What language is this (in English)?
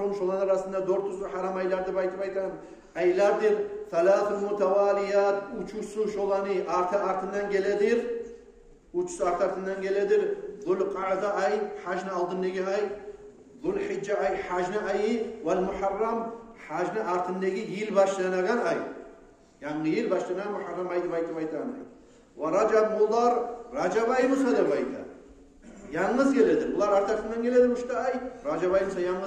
Kumyk